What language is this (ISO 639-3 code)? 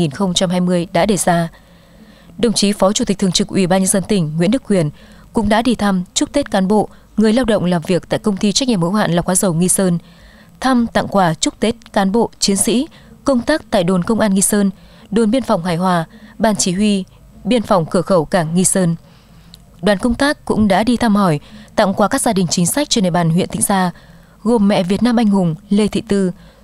vie